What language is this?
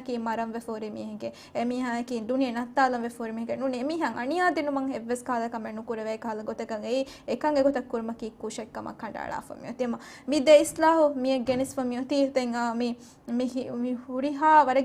Divehi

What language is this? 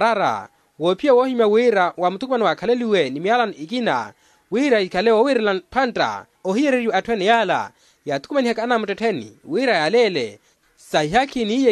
Makhuwa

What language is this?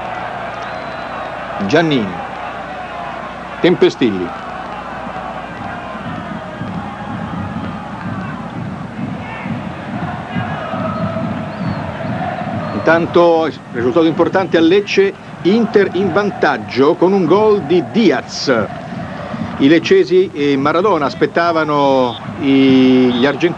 Italian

